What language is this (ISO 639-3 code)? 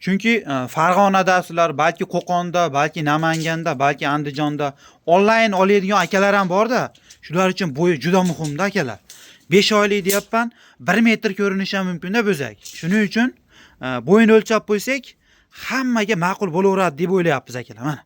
uzb